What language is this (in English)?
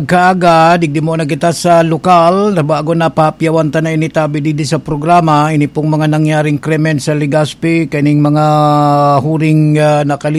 Bikol